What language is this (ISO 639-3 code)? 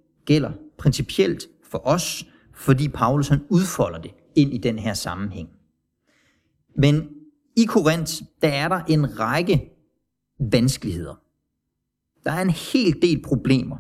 dan